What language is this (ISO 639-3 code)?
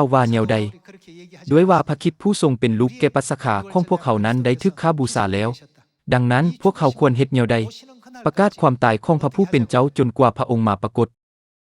lao